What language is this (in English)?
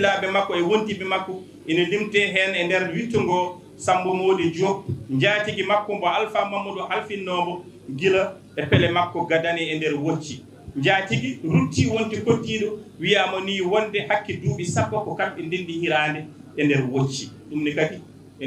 Fula